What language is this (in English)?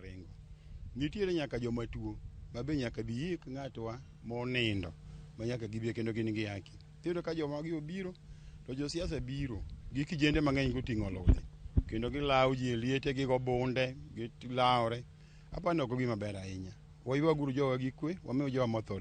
Luo (Kenya and Tanzania)